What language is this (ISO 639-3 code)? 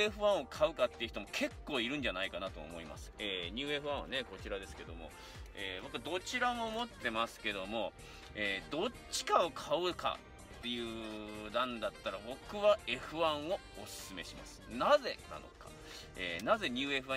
jpn